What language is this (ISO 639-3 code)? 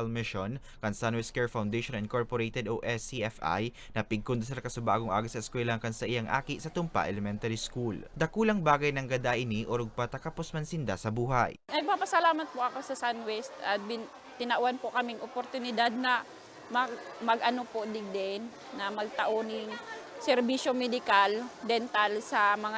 bik